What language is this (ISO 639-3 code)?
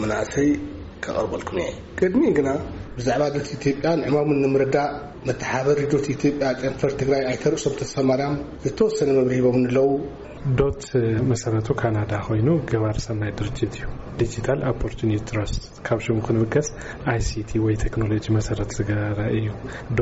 tir